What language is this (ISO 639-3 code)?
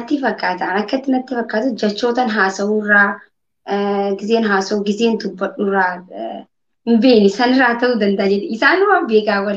orm